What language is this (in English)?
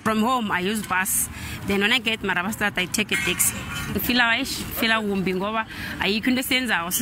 Tsonga